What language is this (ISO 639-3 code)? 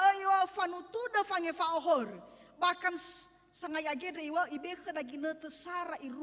nia